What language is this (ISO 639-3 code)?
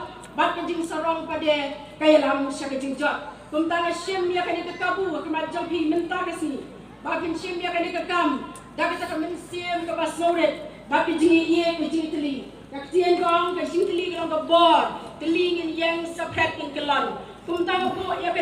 kha